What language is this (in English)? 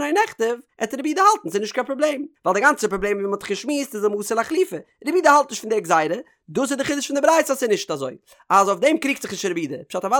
Yiddish